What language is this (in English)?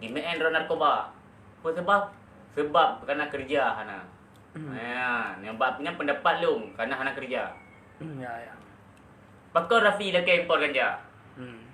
Achinese